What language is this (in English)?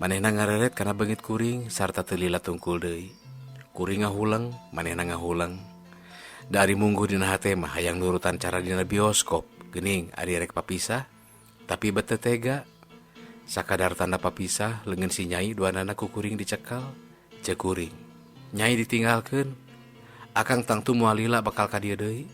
Sundanese